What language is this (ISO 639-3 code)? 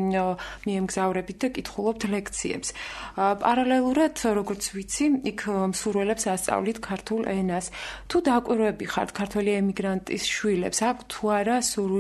kat